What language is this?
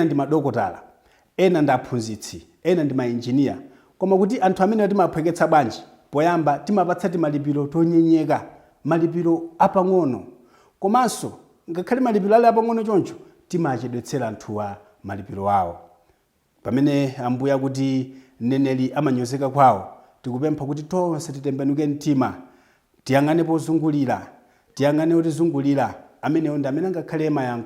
Nyanja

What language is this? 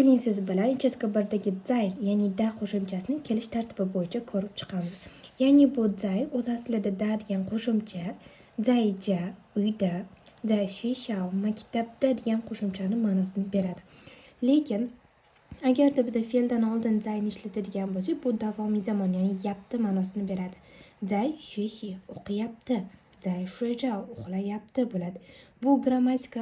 Uzbek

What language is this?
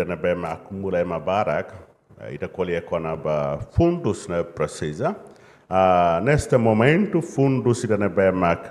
Tetum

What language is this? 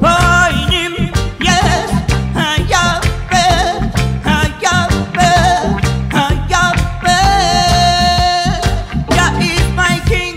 Réunion Creole French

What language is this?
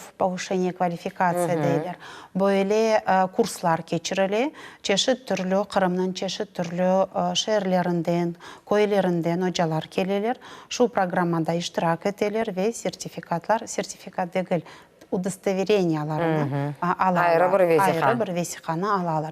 Crimean Tatar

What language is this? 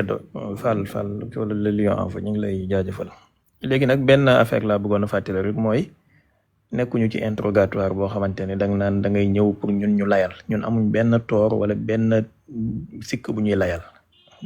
Wolof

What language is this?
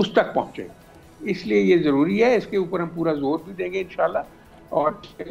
Urdu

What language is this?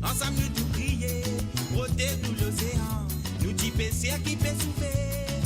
Morisyen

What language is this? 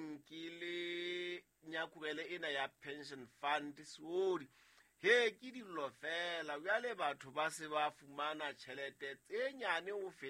Southern Sotho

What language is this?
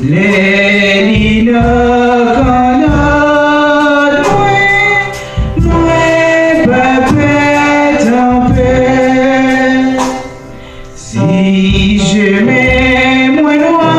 Haitian Creole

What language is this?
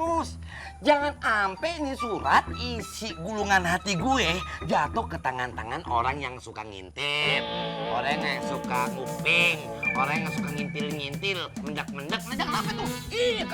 Betawi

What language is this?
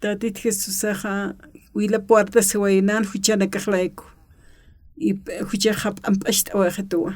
Aymara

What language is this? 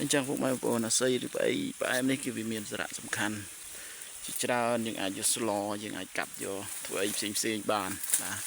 Khmer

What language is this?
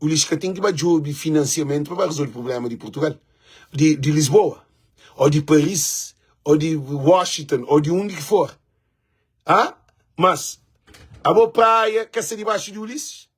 Kabuverdianu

